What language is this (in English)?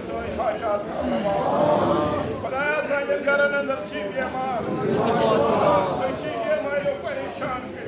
Kashmiri